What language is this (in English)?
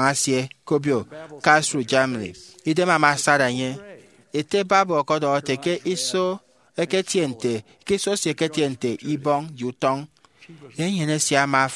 Efik